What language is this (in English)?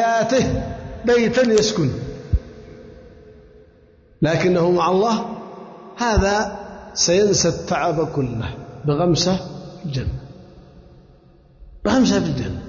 Arabic